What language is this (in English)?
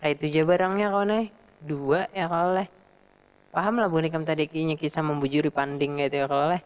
Banjar